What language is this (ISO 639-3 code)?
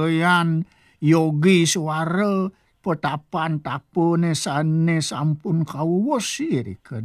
ban